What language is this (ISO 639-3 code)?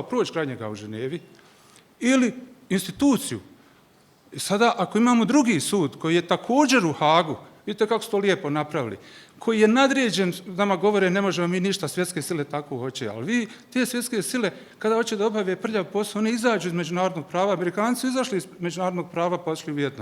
bos